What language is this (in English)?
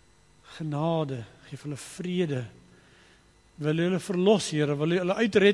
Afrikaans